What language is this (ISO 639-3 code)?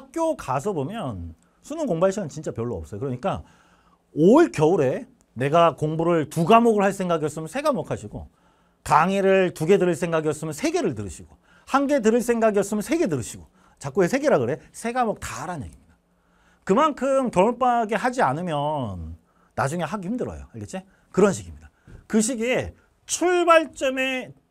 kor